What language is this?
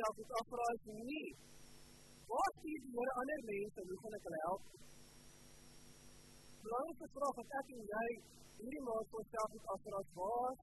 Afrikaans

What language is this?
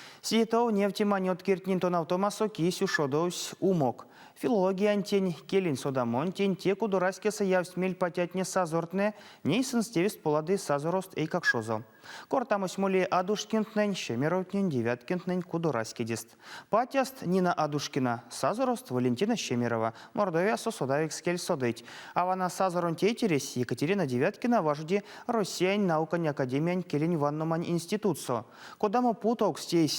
Erzya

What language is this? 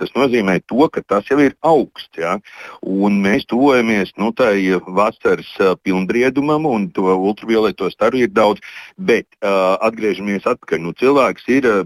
Latvian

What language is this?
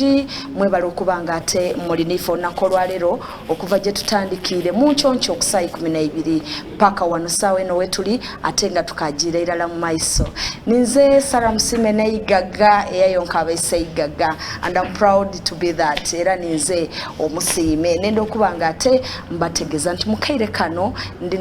Soga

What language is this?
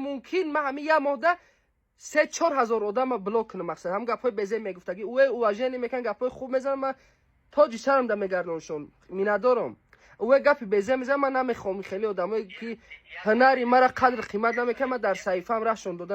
Tajik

